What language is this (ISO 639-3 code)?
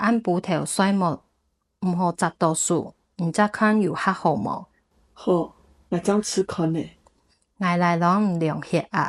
hak